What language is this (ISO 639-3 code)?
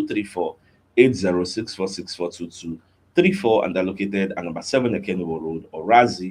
pcm